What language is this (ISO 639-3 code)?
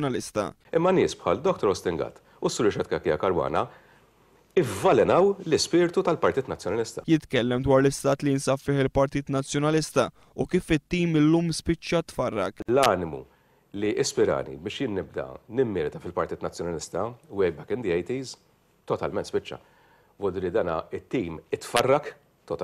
mlt